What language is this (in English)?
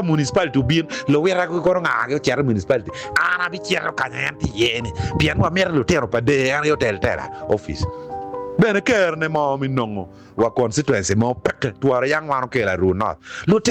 Acoli